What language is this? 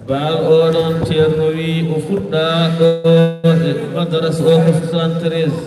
Fula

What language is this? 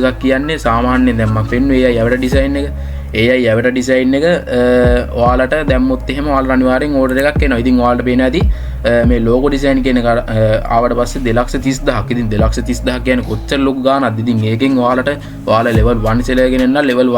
Sinhala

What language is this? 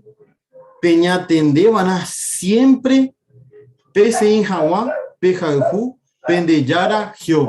Guarani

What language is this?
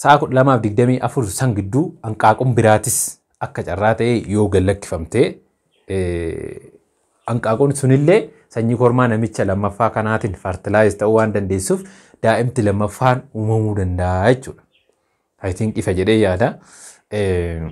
Oromo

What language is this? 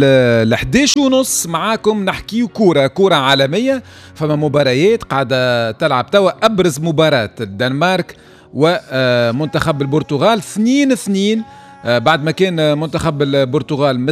Tunisian Arabic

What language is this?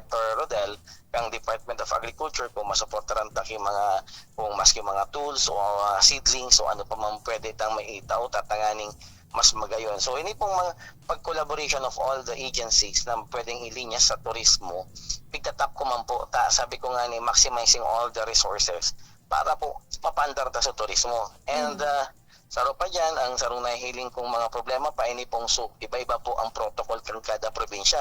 Bikol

